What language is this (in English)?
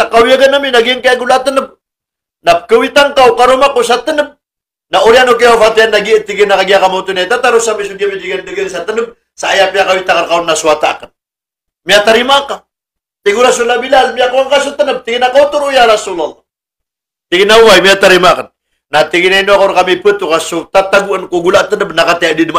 Maranao